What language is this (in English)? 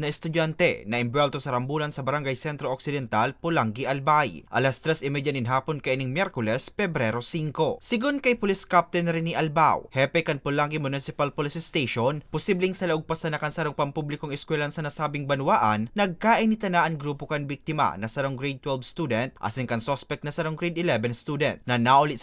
Bikol